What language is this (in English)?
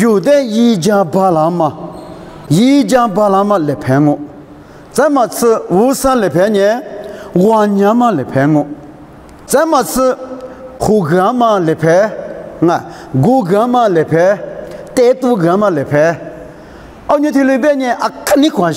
Lisu